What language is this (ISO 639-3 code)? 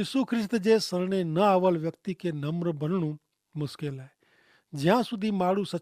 kfr